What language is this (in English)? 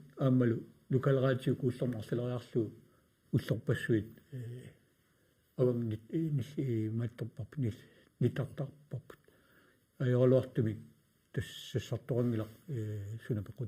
Kalaallisut